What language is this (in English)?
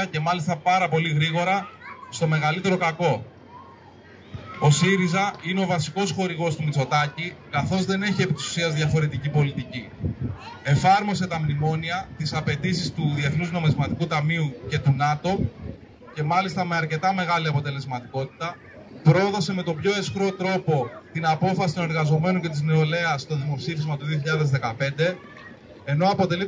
Greek